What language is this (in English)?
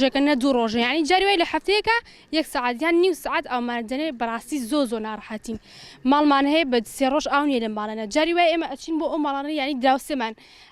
Central Kurdish